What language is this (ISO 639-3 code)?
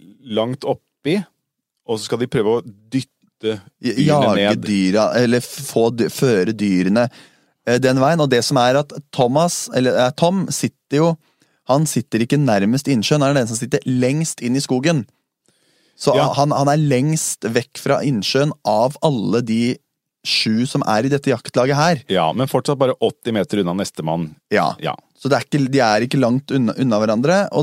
nor